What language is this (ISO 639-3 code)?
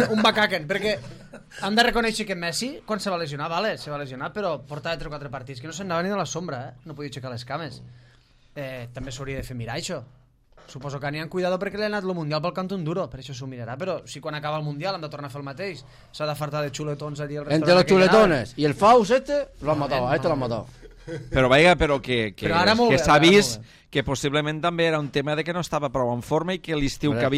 cat